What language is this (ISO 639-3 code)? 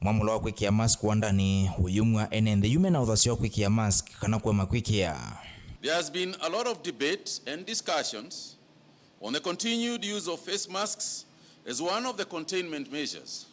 kam